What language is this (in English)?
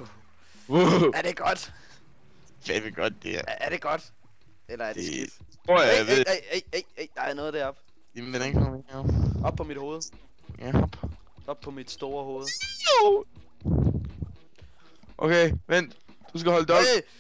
Danish